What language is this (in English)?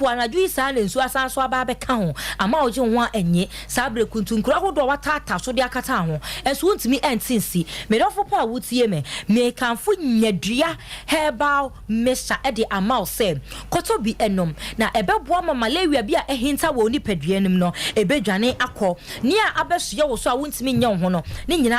Akan